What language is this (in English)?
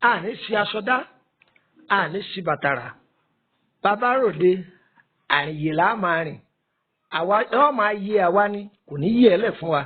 Yoruba